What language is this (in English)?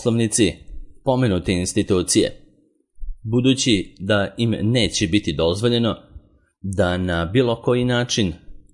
Serbian